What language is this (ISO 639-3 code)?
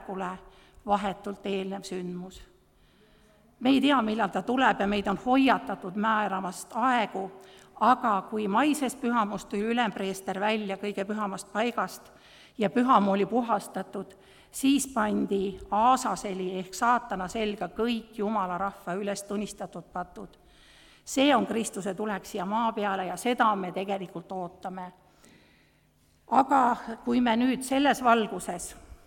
est